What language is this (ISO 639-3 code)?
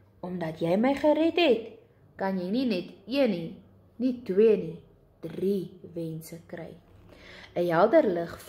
afr